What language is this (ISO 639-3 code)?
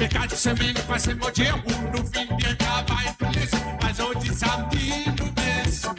mfe